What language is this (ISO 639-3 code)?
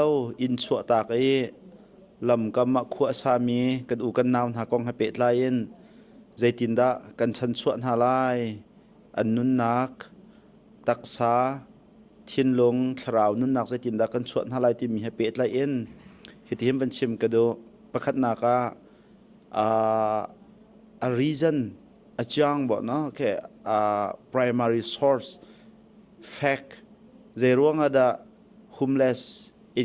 cnh